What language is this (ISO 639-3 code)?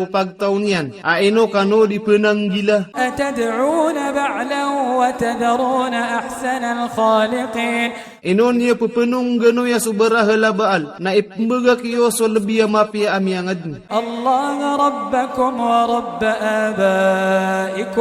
mrw